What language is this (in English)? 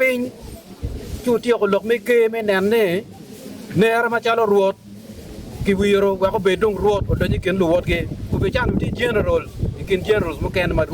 Acoli